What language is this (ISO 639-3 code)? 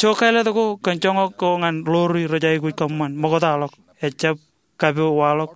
mah